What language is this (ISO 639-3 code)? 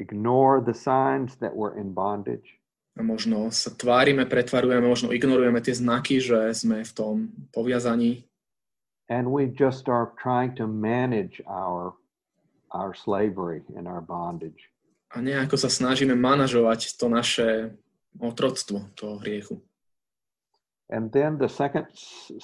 slk